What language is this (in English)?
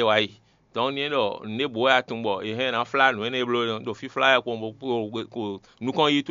Fon